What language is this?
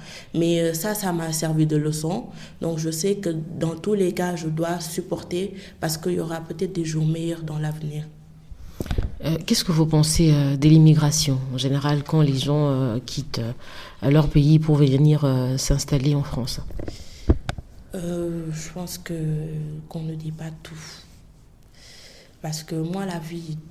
French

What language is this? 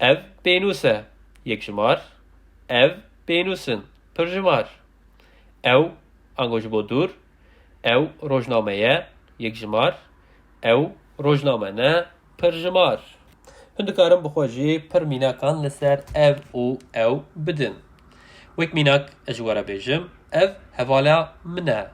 Kurdish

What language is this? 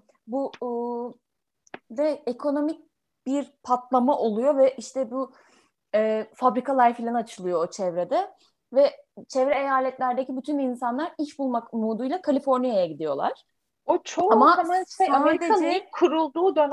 Turkish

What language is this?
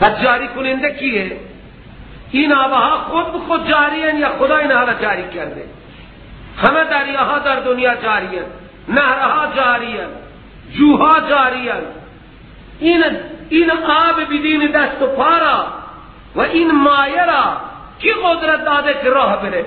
Persian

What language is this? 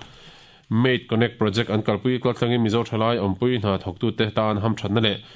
Mizo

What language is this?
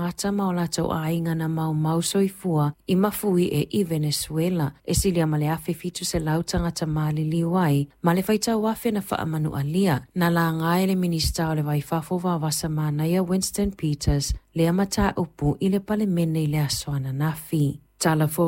Samoan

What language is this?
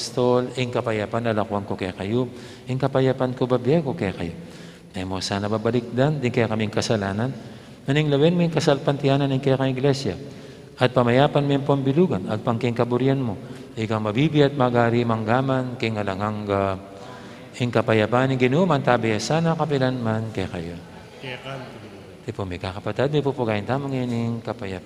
Pampanga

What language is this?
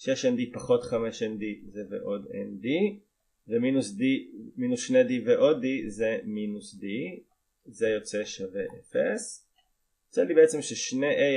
Hebrew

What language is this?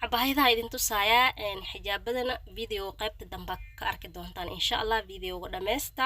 Somali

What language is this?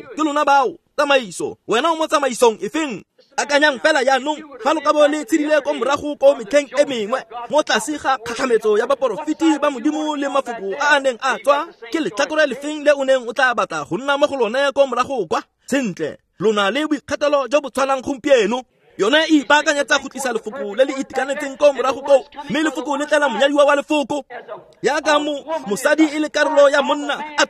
Tswana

